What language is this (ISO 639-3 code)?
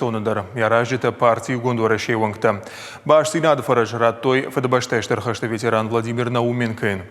oss